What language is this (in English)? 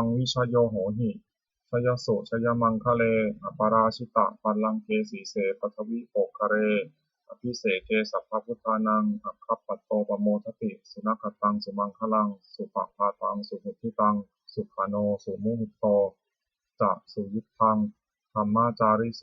Pali